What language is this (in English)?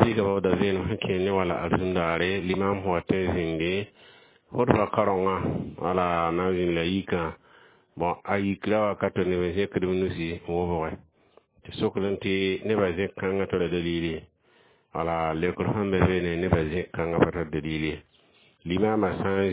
Mossi